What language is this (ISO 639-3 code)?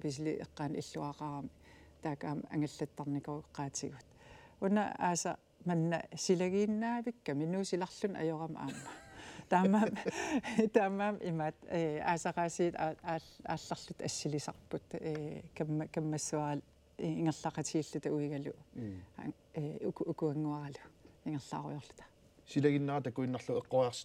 kal